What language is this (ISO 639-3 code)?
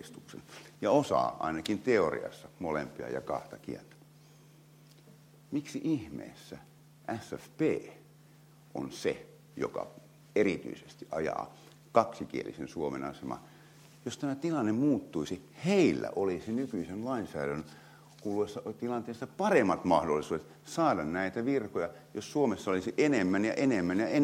fin